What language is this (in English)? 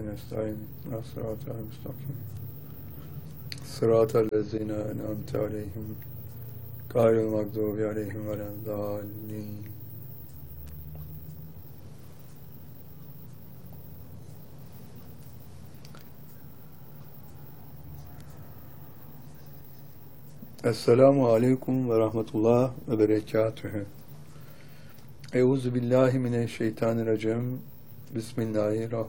Turkish